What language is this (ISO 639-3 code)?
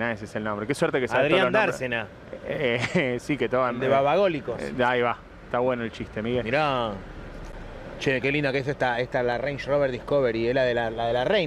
spa